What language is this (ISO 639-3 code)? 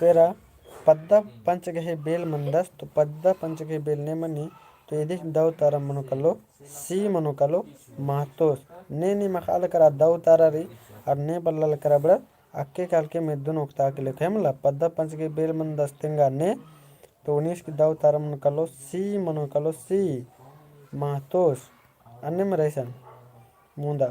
kru